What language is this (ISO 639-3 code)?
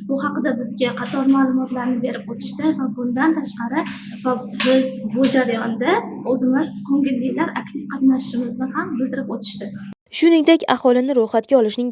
uzb